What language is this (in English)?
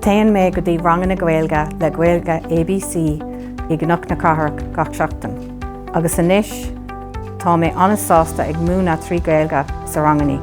Irish